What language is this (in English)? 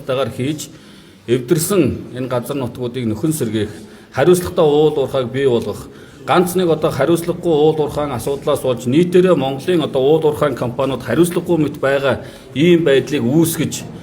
Mongolian